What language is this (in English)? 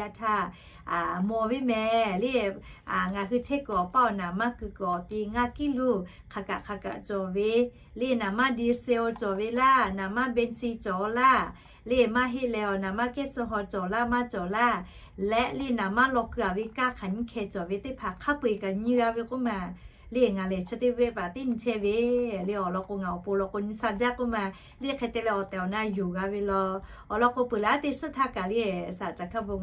Lahu